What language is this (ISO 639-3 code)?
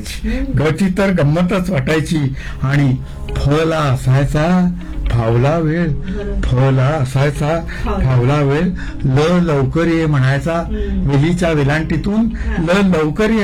mar